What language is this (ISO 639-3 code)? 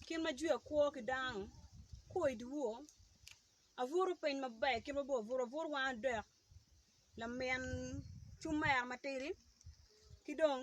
ach